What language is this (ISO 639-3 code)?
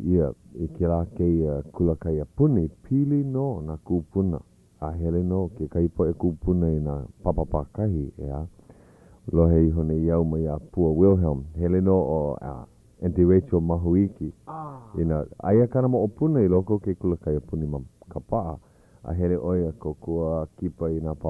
haw